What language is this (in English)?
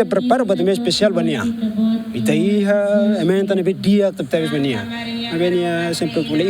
Tetum